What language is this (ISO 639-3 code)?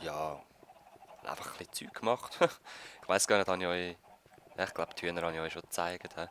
gsw